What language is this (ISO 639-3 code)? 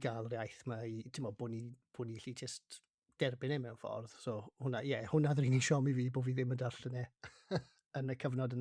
cym